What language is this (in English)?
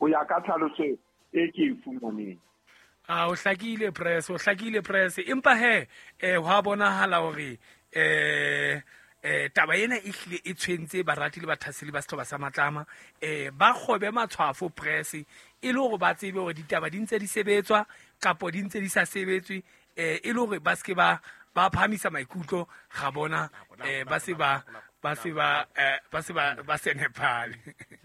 Southern Sotho